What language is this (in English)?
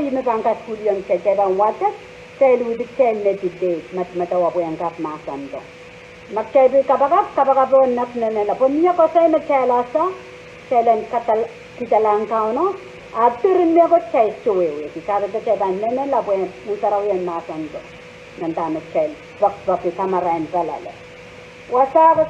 Pohnpeian